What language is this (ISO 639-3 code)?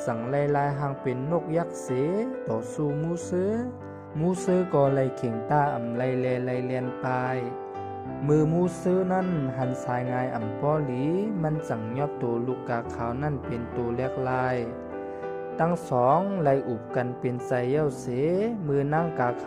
shn